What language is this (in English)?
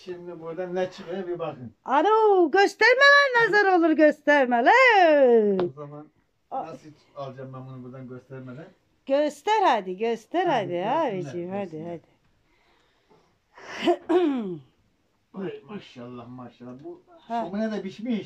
Turkish